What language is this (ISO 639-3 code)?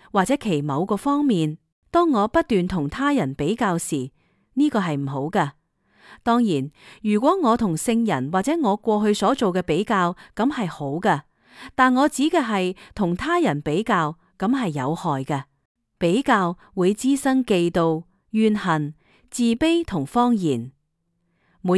yue